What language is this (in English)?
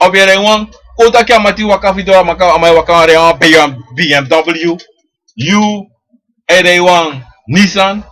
Sranan Tongo